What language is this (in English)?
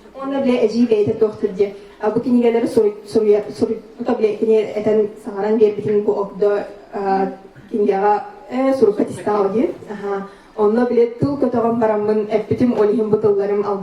Yakut